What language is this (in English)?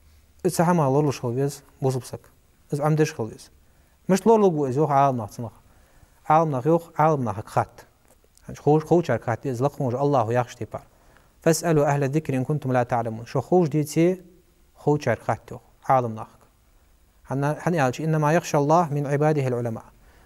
Ingush